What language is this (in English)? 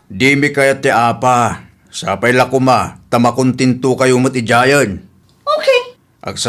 Iloko